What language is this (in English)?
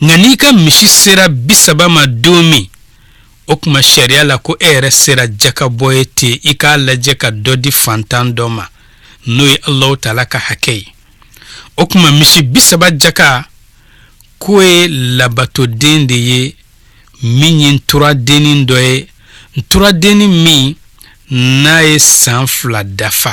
Bambara